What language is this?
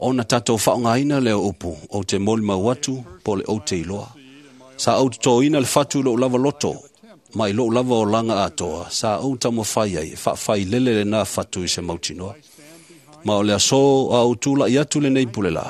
Samoan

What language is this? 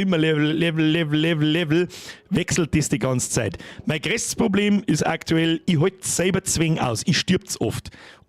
Bavarian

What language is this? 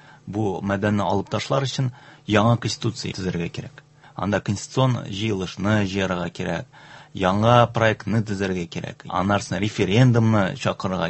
Tatar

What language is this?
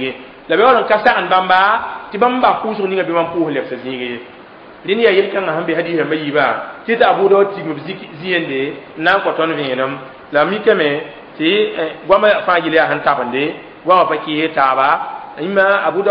Mossi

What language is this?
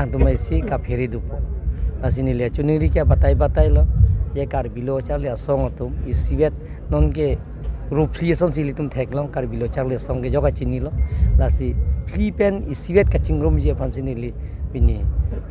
Karbi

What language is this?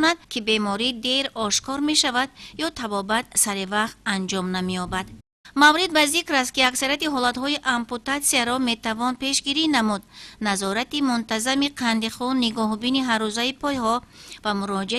Tajik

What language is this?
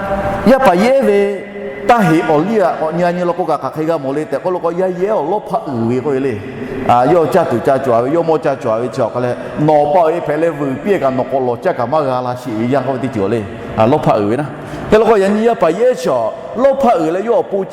Lahu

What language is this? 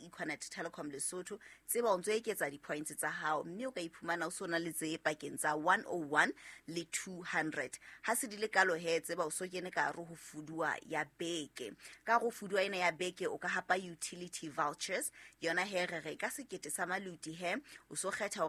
Southern Sotho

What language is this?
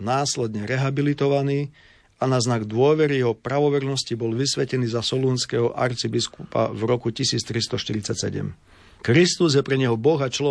Slovak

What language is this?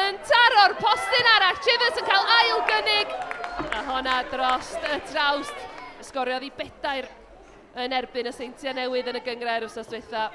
Welsh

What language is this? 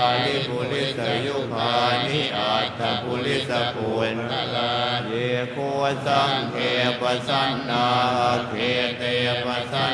Pali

